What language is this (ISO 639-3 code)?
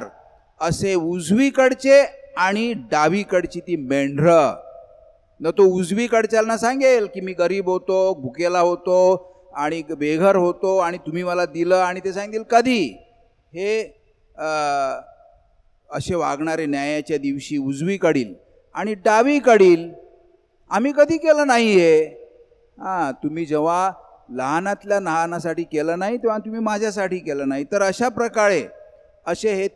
mar